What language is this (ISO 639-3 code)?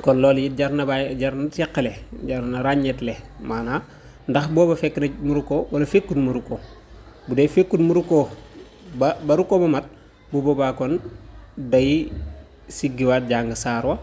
wol